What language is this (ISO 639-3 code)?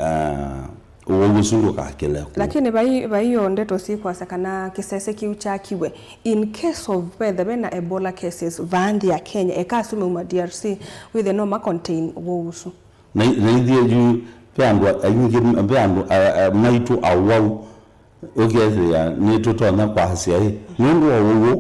kam